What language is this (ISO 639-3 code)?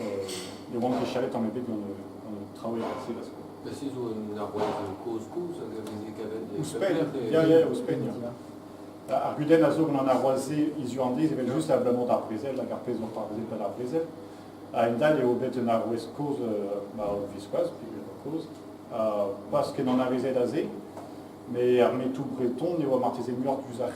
bre